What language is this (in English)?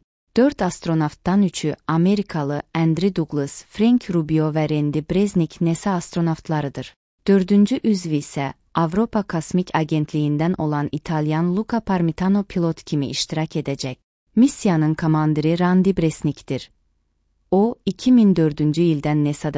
Azerbaijani